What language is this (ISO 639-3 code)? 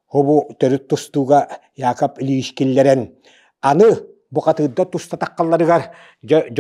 sah